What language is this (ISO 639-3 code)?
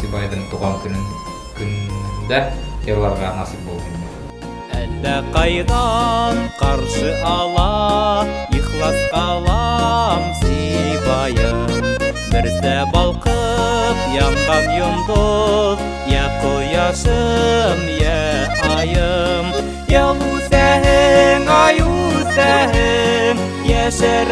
bak